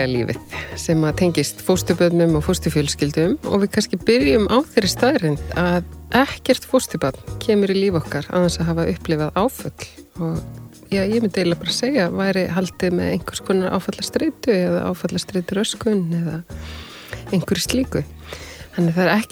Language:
Icelandic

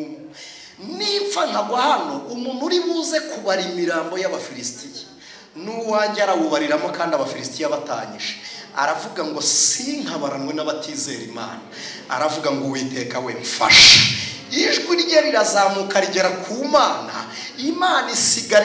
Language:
Kinyarwanda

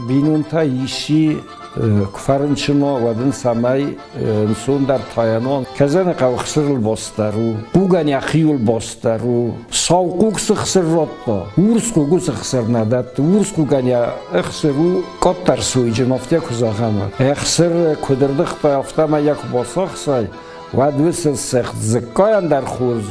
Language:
Ossetic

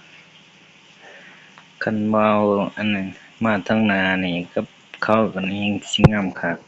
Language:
Lao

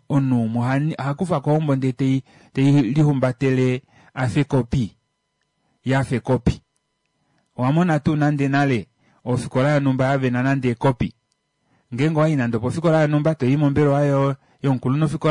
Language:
Kuanyama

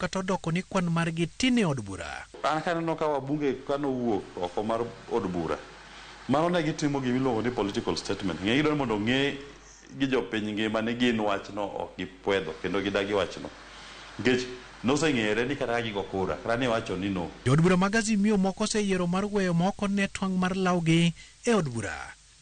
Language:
Luo (Kenya and Tanzania)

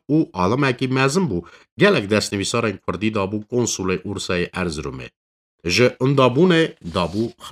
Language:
Kurdish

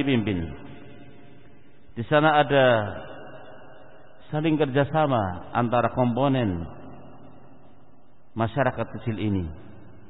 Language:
Indonesian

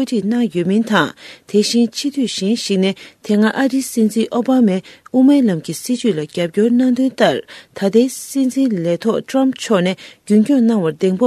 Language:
Tibetan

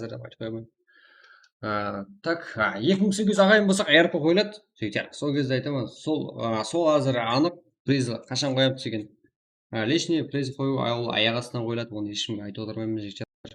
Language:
Kara-Kalpak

